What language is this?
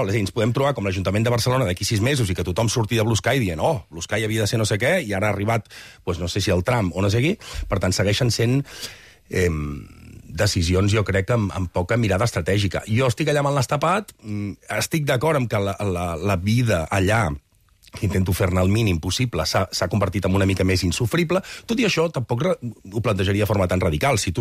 Catalan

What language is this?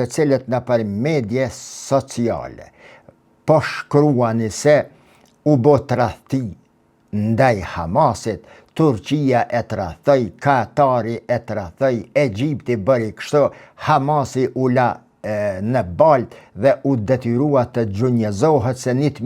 Albanian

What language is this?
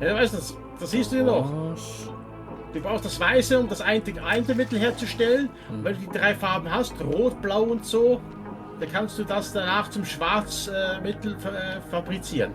Swiss German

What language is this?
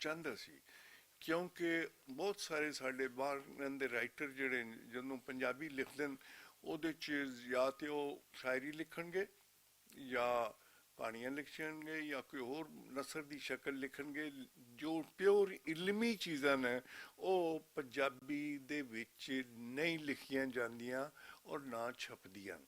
Western Panjabi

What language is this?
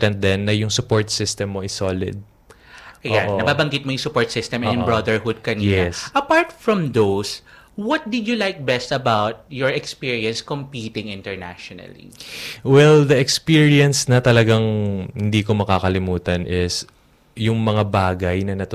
Filipino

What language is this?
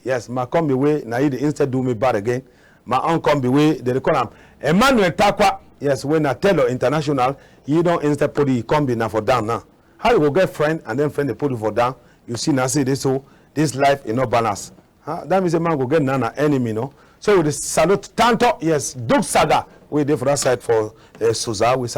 Cameroon Pidgin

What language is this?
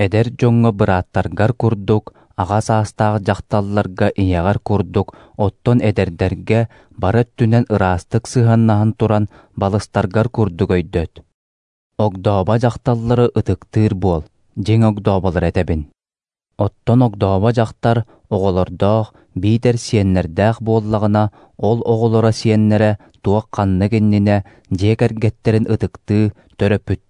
Yakut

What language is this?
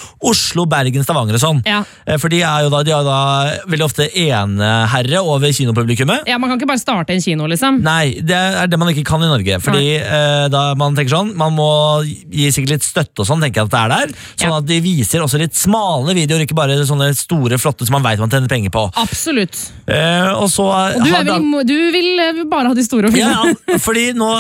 Norwegian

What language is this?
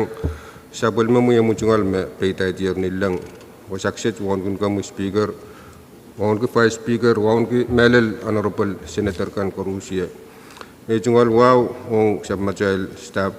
Pohnpeian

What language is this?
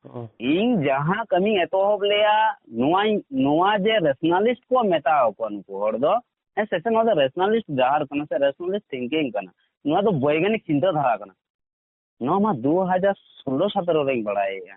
Santali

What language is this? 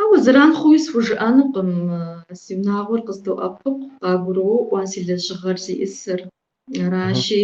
Kabardian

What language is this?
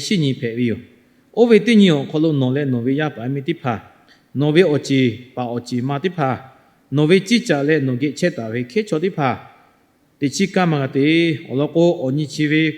Lahu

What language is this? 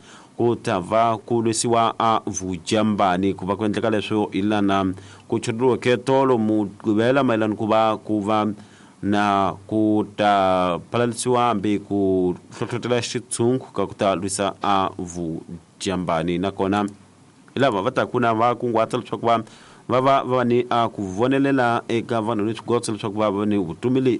Tsonga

